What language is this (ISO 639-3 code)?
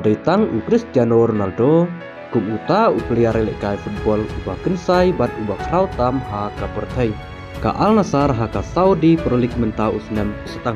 kha